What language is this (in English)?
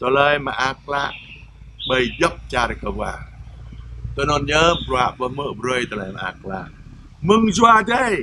Jarai